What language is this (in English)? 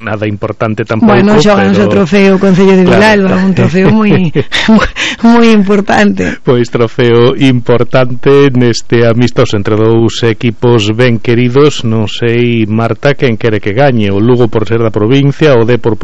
Galician